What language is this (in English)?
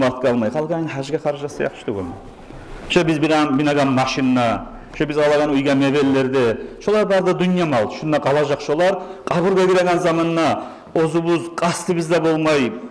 Kumyk